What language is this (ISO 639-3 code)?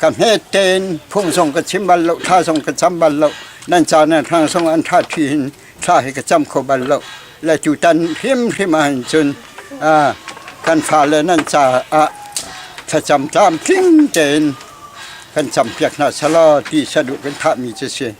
cnh